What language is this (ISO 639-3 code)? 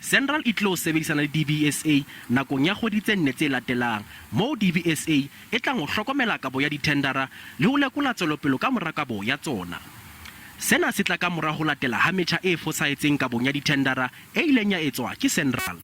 sot